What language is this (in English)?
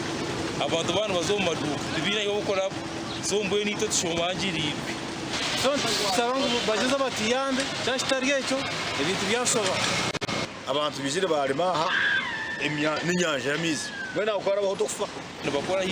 Nyankole